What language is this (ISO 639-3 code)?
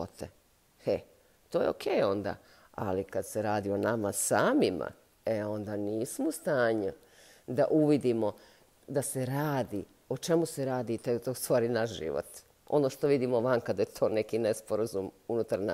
bos